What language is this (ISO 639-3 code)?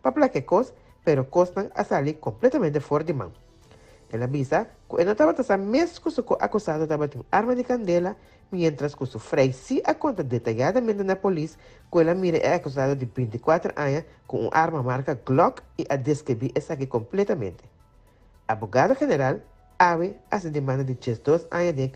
pap